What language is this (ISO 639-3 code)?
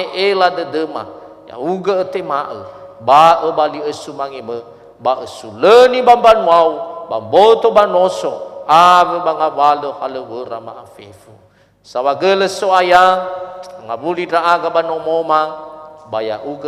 nia